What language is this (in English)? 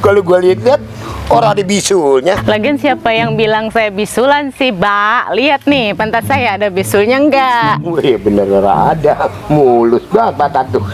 Betawi